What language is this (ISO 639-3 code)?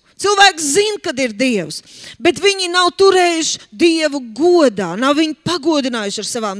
lav